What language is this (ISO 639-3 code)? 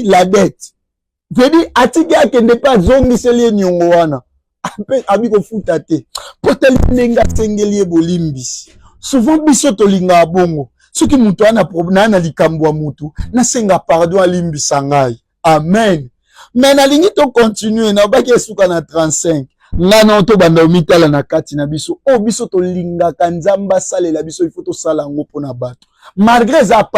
lin